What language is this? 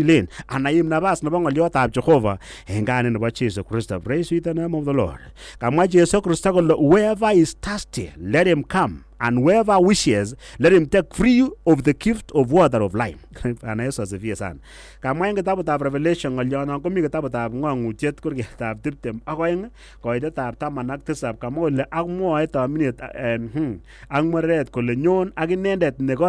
Kalenjin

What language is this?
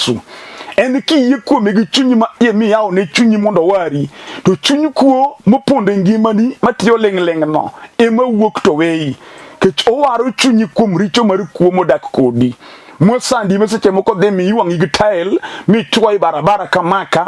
Luo (Kenya and Tanzania)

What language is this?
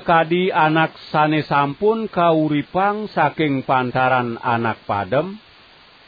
Balinese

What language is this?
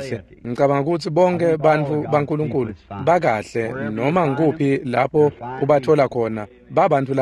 Swati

